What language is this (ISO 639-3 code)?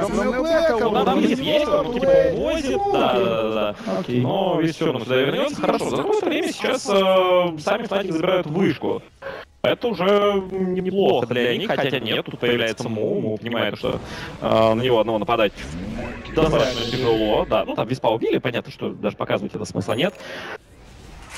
rus